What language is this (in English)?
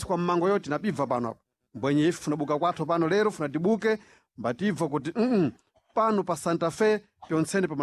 Sena